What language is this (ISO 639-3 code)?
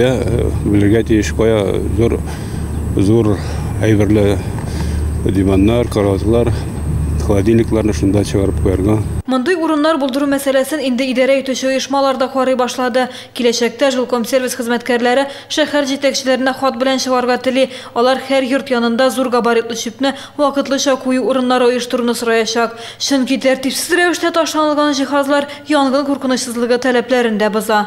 tat